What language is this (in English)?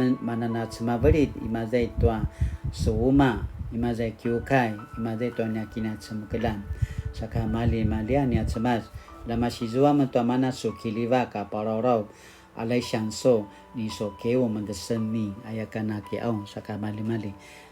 Paiwan